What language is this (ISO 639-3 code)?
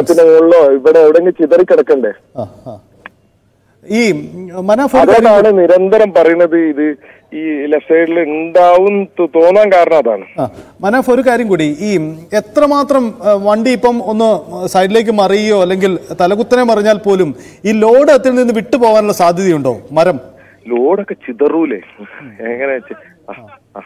mal